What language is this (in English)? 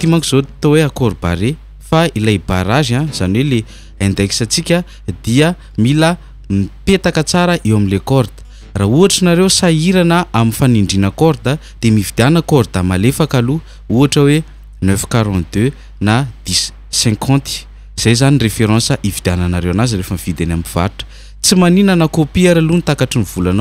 Malagasy